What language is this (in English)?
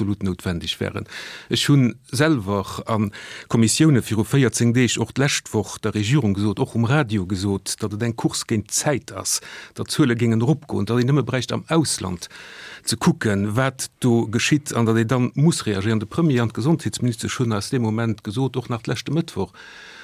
Luxembourgish